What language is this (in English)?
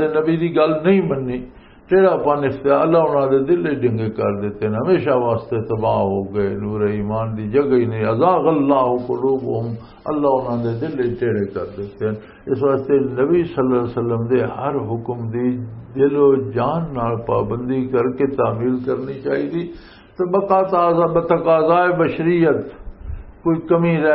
Western Panjabi